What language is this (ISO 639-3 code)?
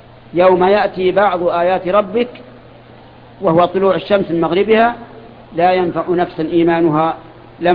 ara